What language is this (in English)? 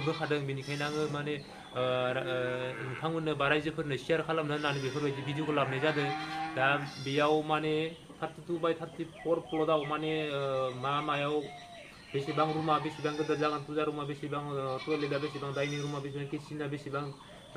Bodo